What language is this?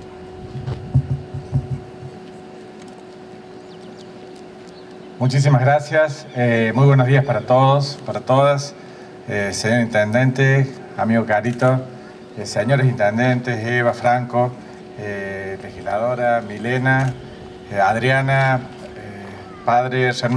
Spanish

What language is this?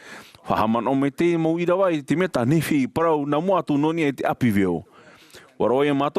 Tahitian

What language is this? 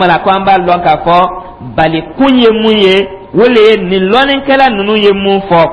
Dyula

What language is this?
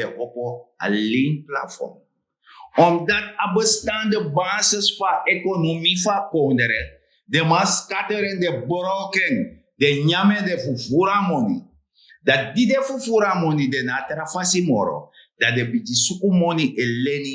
Sranan Tongo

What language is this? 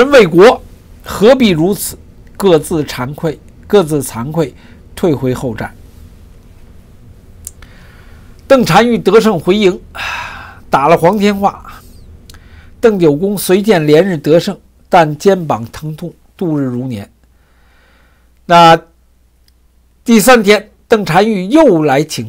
Chinese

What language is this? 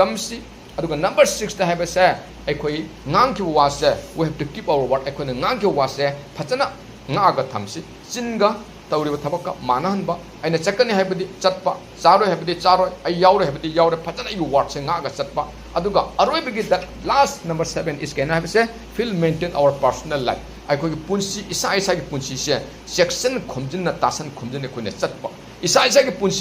Manipuri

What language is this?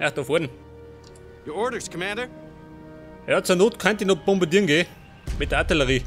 Bavarian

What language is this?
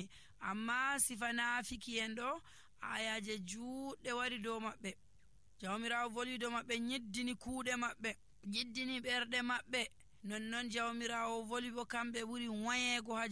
Nigerian Fulfulde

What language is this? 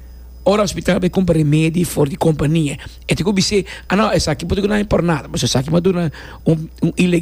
Papiamento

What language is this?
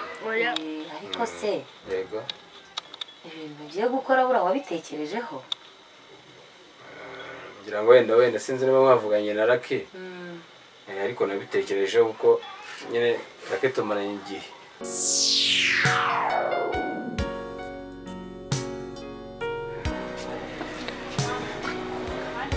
Kinyarwanda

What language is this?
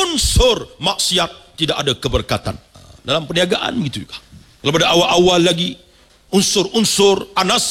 Malay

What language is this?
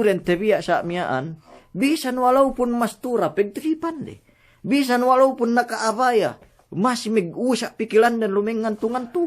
Yakan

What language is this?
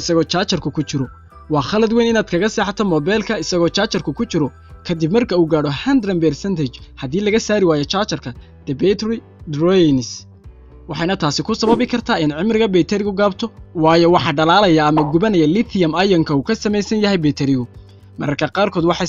Somali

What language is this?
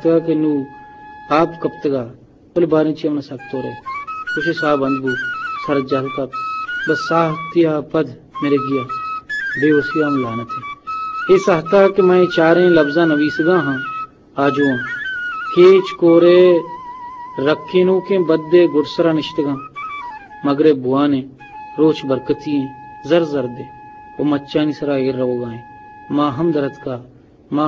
Eastern Balochi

